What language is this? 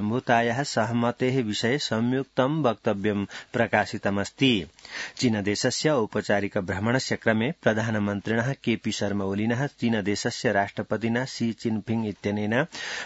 Sanskrit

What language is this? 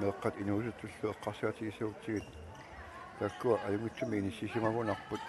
Kalaallisut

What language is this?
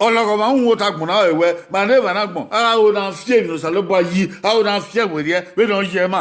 Bini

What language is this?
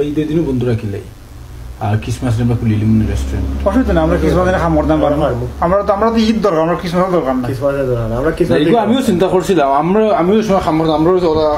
Sylheti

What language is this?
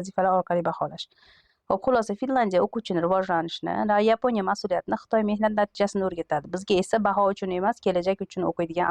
Uzbek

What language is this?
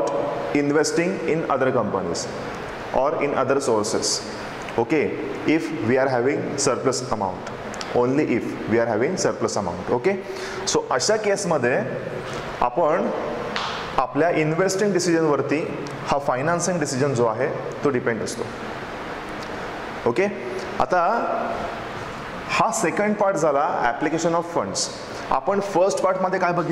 Marathi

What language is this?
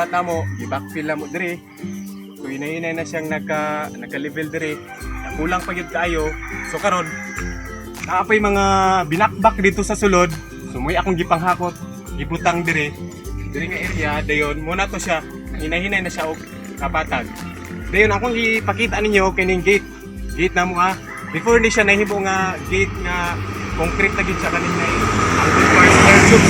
Cebuano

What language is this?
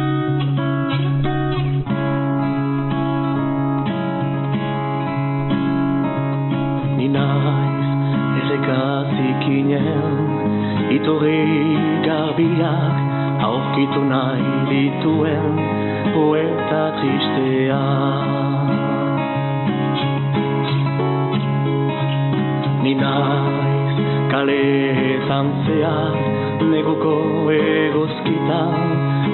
Basque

